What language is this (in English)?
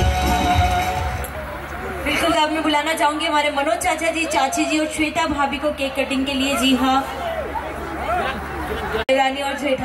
Hindi